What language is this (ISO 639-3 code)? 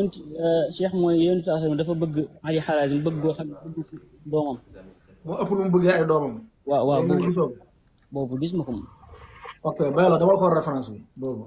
wol